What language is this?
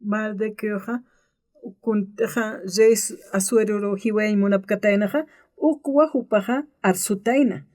Aymara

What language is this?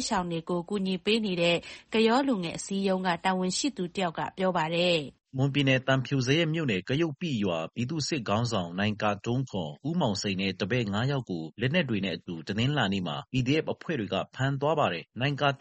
Burmese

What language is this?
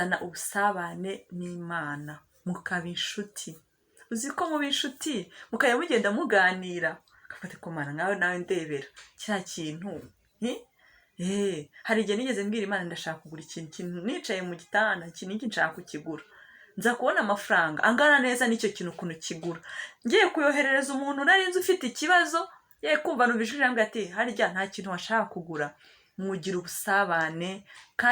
Kinyarwanda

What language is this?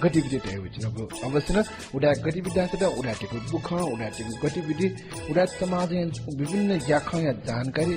Newari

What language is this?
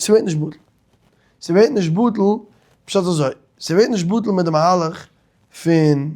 Yiddish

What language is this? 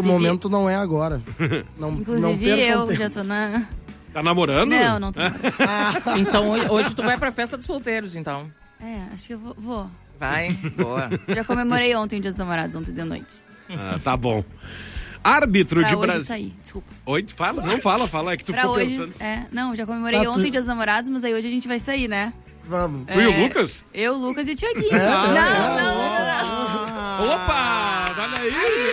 Portuguese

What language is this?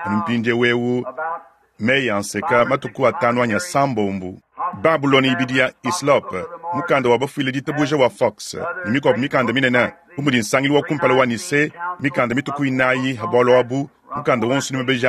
Luba-Lulua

